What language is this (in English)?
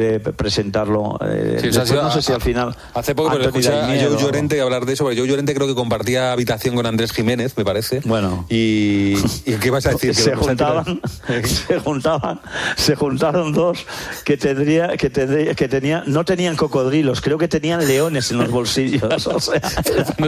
Spanish